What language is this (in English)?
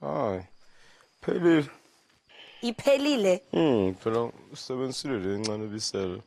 Zulu